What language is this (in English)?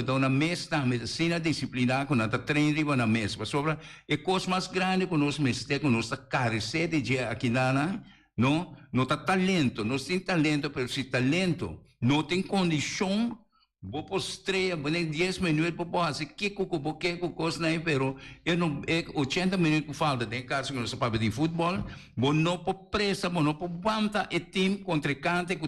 Papiamento